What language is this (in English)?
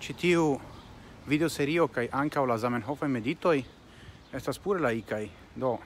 Esperanto